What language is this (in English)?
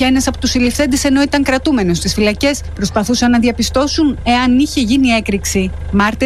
Greek